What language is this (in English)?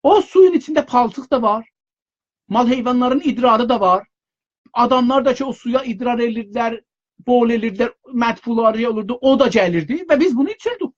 South Azerbaijani